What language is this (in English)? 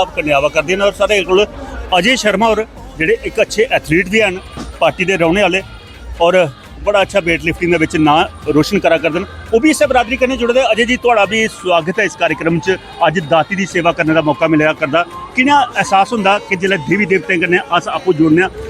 Dogri